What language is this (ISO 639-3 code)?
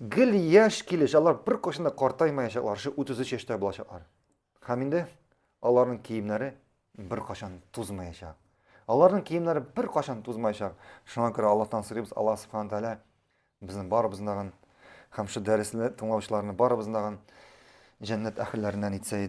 tat